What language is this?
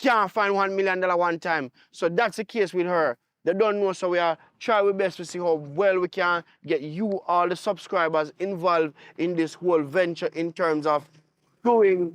Jamaican Creole English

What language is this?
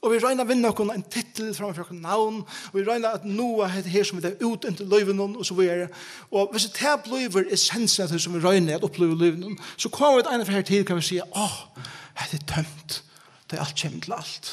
Faroese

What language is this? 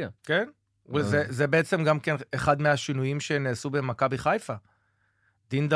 Hebrew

